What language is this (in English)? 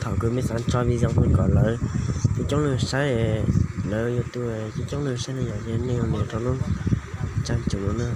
Hmong